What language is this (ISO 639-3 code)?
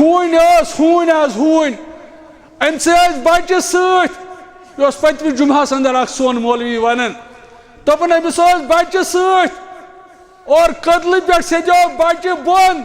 kas